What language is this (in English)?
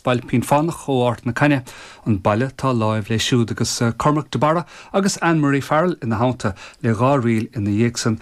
Irish